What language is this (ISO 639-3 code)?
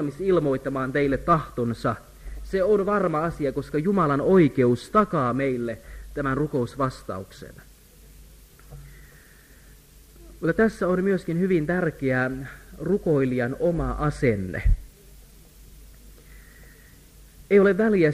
fin